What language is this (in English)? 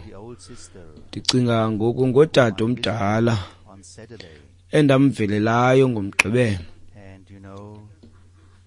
Xhosa